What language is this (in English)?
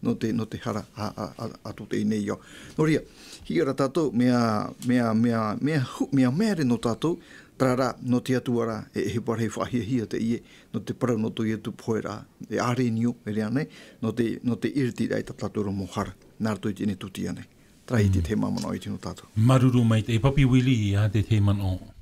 Tahitian